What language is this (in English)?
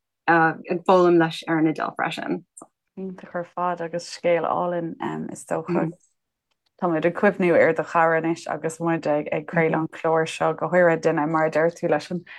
Irish